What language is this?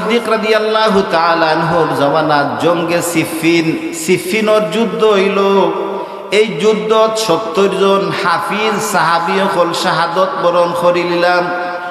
Sylheti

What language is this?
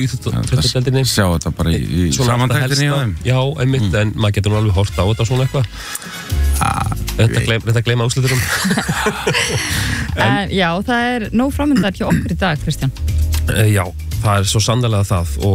Icelandic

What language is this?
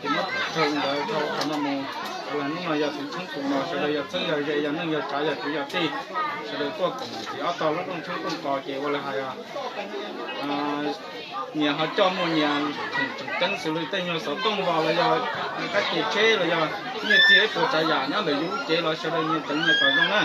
Hmong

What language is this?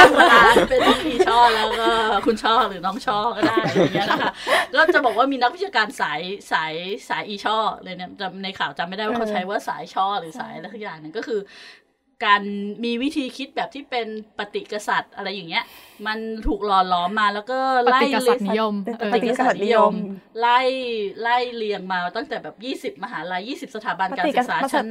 Thai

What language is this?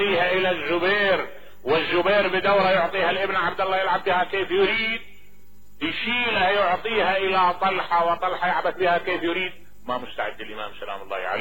Mesopotamian Arabic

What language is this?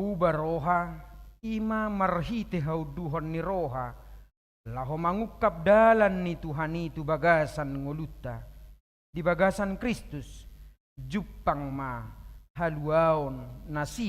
Batak Toba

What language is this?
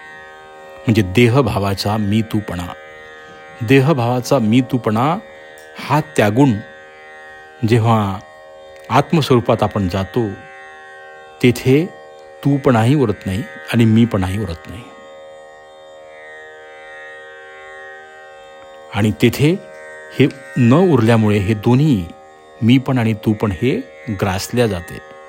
Marathi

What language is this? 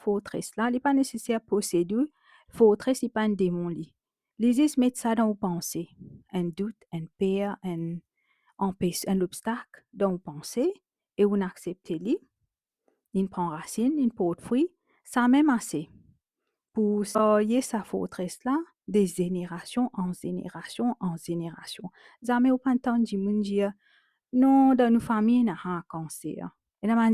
Morisyen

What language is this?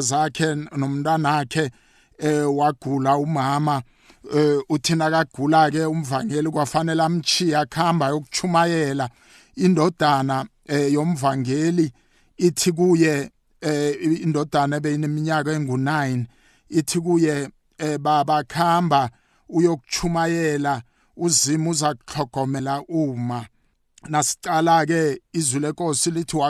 South Ndebele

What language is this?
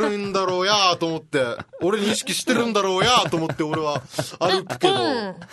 Japanese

